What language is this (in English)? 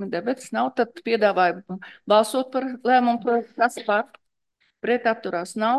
Latvian